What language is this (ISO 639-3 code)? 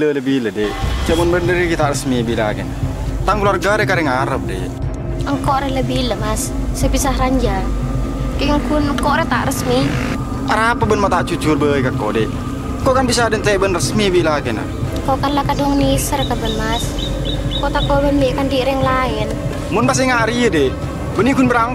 mad